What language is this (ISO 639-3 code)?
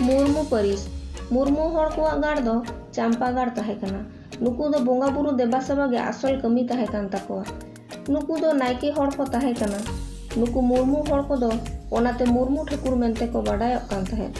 sat